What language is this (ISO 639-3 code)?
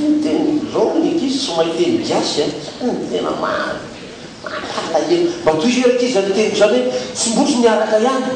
mlg